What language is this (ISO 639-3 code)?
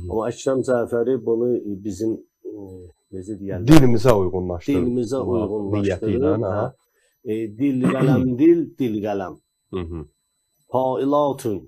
aze